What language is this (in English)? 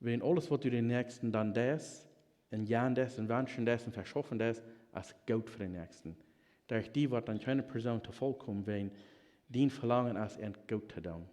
Plautdietsch